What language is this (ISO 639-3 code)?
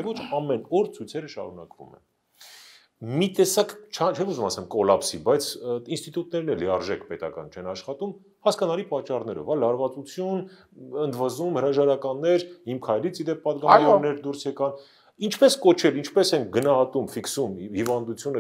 hye